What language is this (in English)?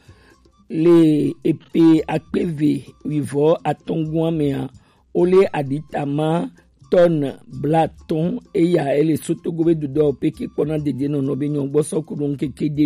Gen